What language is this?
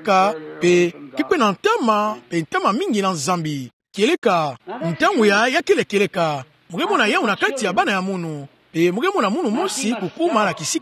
Kituba (Democratic Republic of Congo)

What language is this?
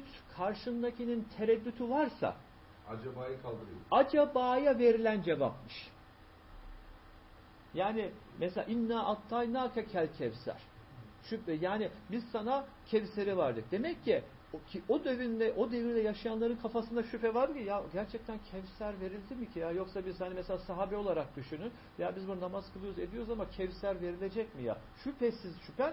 Turkish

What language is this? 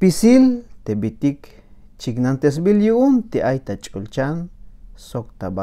Tzeltal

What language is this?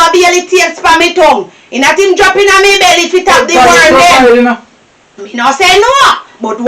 Jamaican Creole English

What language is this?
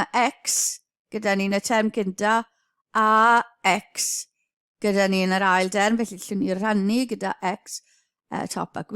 Welsh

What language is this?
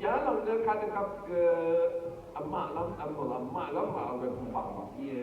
Rawang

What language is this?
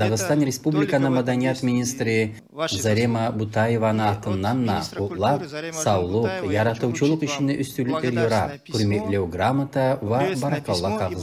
Kumyk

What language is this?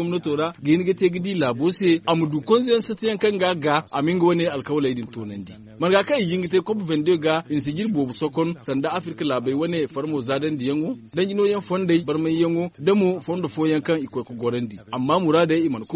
Zarma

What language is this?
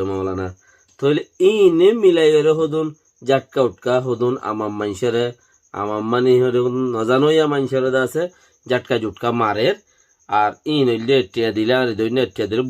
Rohingya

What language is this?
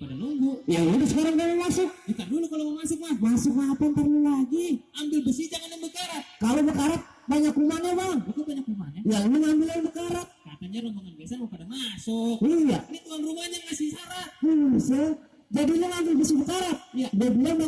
Betawi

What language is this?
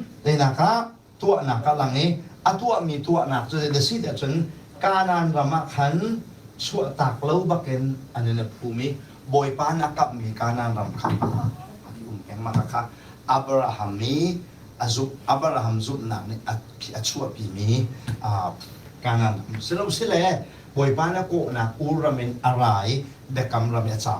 Hakha Chin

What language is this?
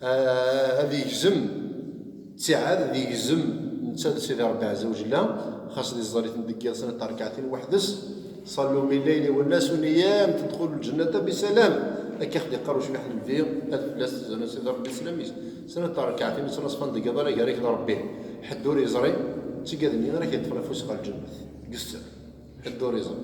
Kabyle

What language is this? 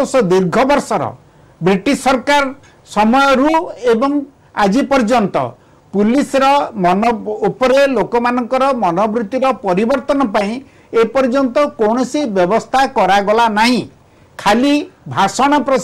Odia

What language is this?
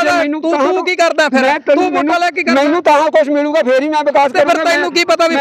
Punjabi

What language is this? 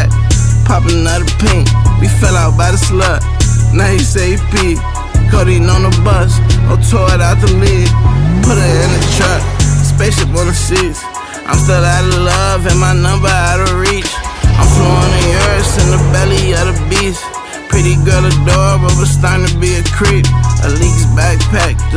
English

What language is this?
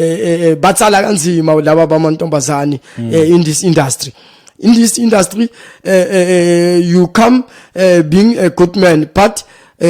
Zulu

